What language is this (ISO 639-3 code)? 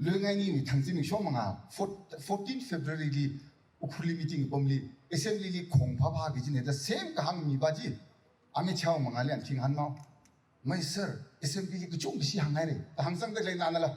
nmf